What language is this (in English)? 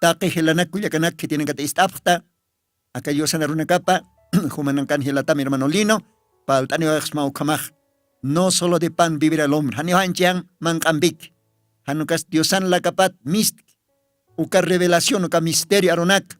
Aymara